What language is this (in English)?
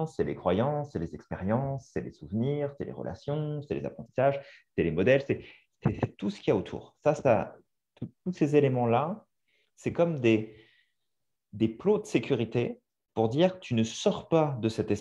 French